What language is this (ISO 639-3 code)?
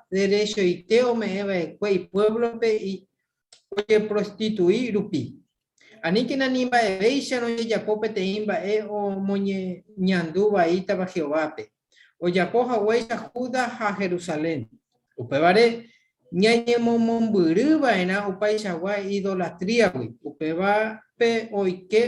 grn